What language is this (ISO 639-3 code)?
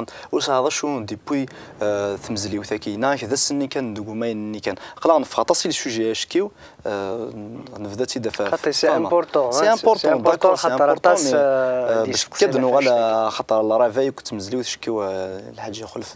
kab